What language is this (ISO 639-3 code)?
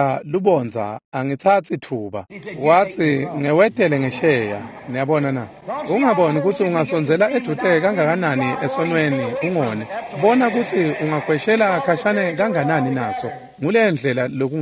ssw